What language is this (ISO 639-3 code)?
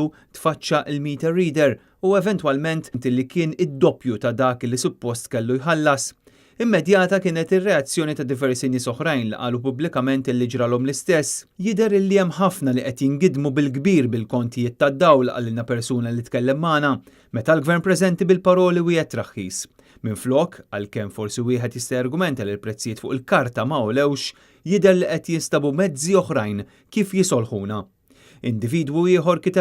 mlt